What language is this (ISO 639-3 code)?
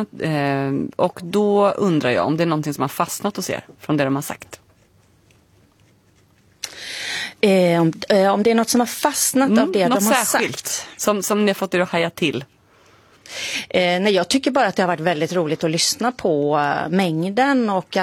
swe